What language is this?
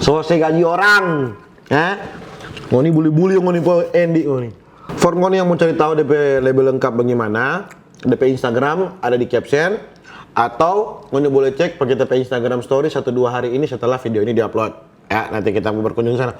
Manado Malay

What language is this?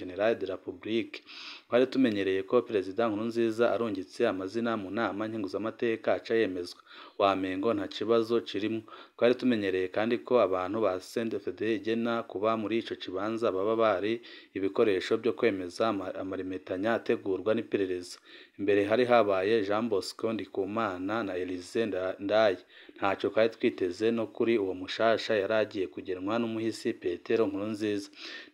Rundi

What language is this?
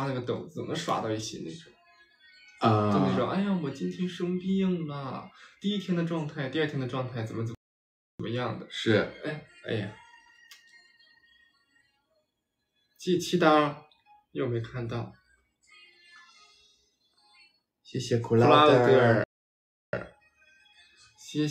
Chinese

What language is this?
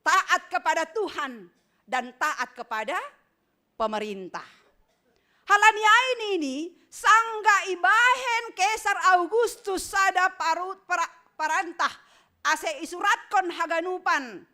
Batak Simalungun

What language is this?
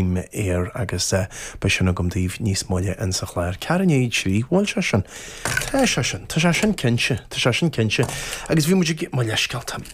Irish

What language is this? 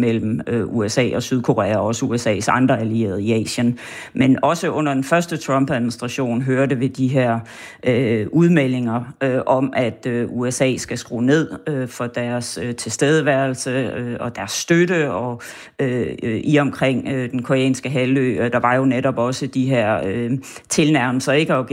Danish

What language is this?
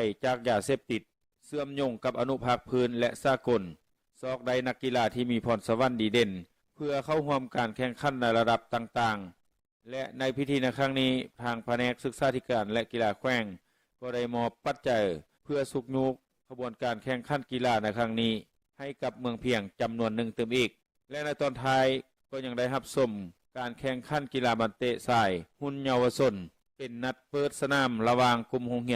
Lao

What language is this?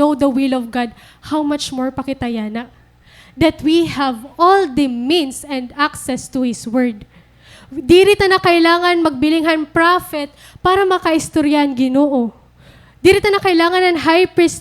Waray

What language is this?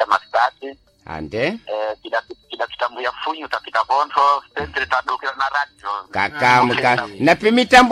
Sena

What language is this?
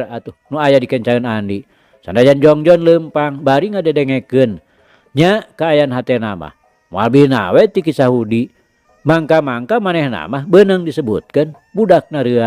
Sundanese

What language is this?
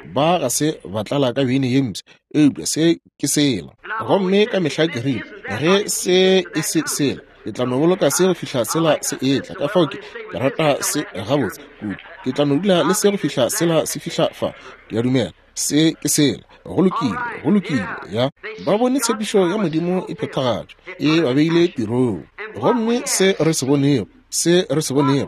Northern Sotho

